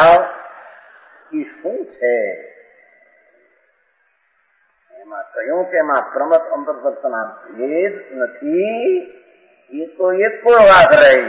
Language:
Gujarati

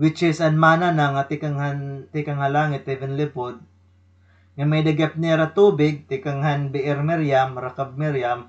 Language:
Waray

